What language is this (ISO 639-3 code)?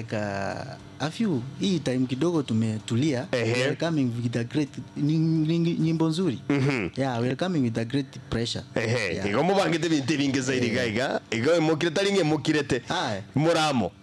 guz